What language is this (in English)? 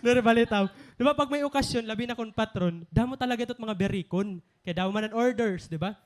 Waray